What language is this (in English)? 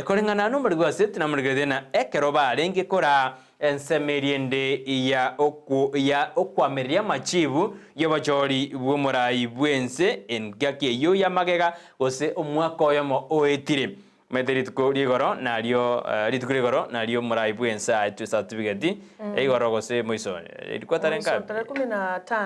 Gusii